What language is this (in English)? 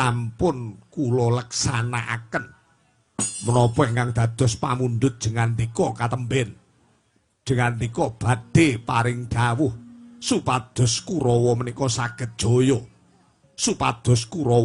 Javanese